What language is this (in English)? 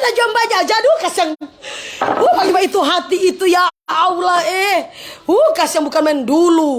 Manado Malay